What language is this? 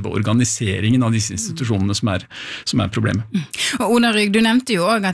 Norwegian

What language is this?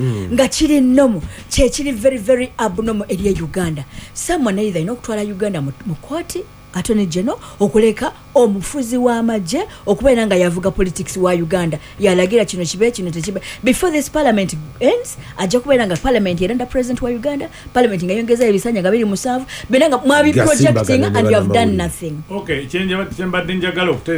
Ganda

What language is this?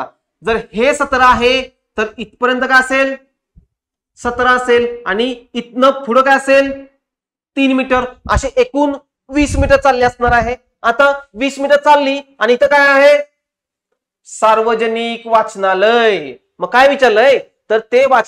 Marathi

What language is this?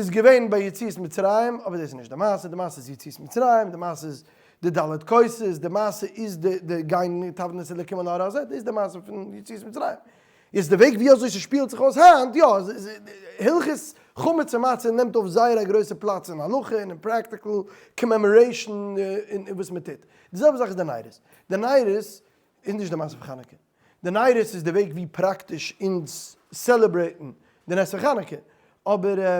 Yiddish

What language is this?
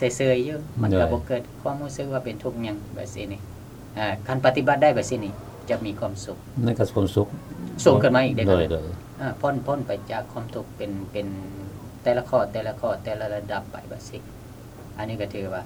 Lao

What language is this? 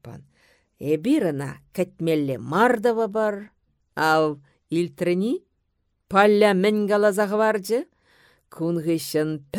Chuvash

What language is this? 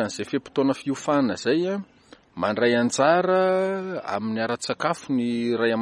Malagasy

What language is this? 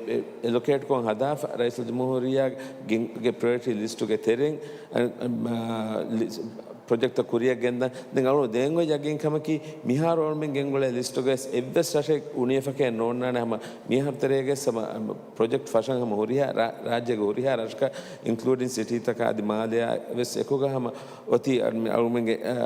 Divehi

